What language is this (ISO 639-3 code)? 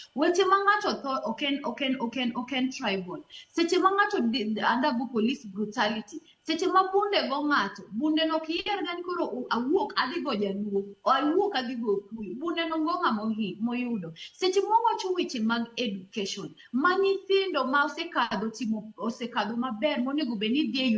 luo